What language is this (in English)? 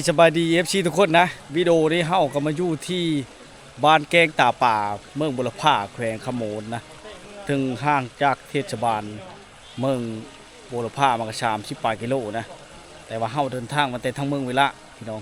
Lao